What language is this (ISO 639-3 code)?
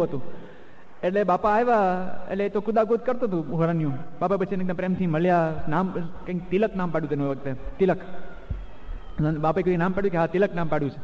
guj